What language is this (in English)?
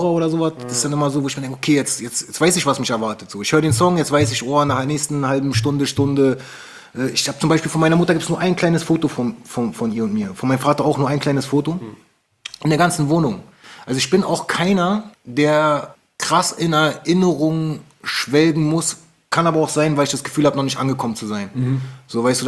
German